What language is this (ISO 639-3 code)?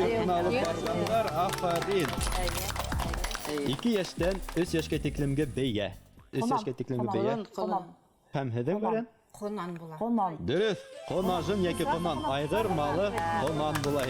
bak